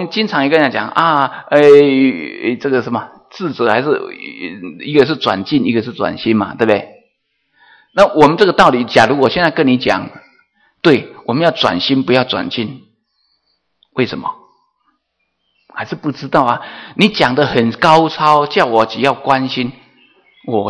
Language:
Chinese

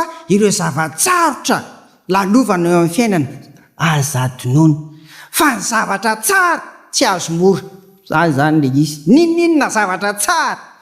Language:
Malagasy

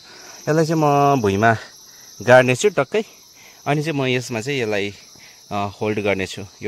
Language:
Nepali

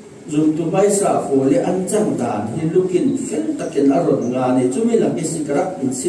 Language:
Falam Chin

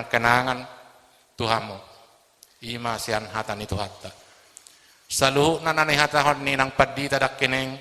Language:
Batak Toba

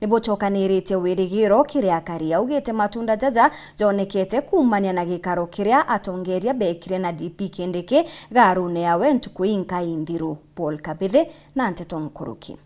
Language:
Meru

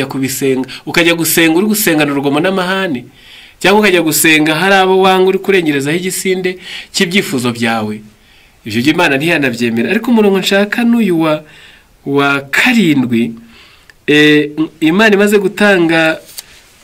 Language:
Kinyarwanda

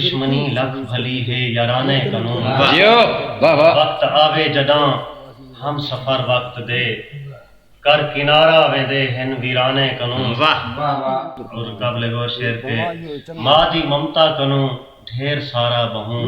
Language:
Saraiki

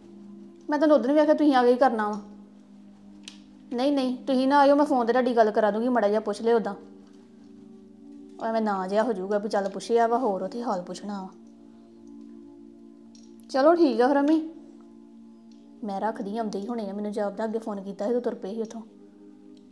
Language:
Punjabi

